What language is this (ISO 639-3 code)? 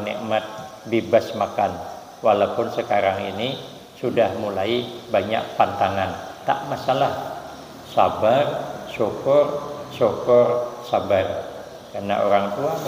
bjn